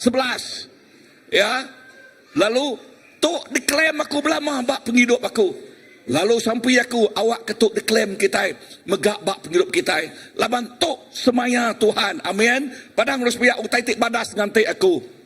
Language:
Iban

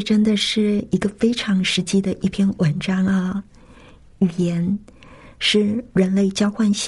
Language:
Chinese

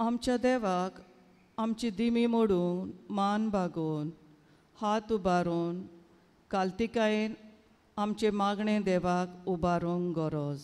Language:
Konkani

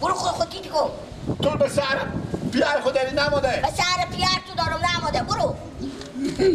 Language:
Persian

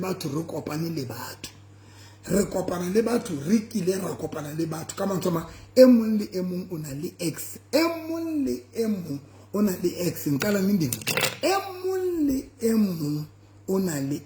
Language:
Southern Sotho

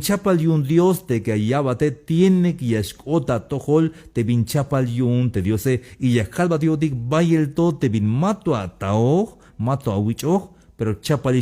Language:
Tzeltal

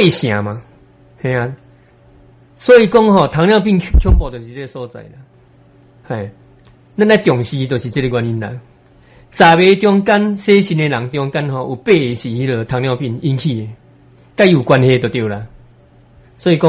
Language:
Min Nan Chinese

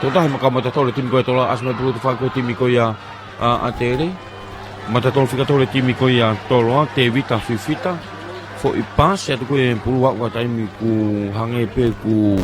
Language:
Tongan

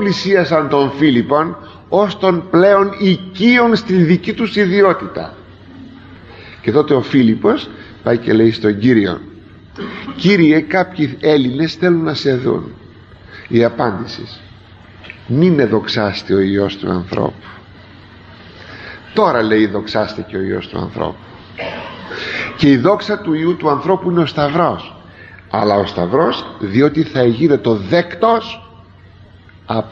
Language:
Greek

